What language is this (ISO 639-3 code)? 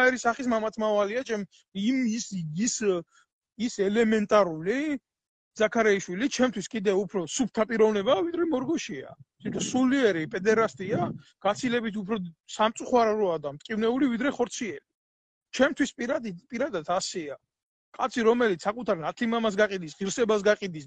kat